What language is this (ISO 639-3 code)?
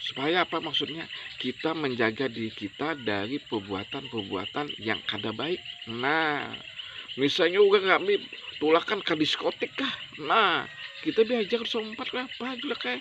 bjn